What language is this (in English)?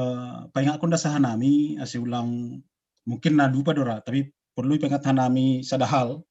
Batak Simalungun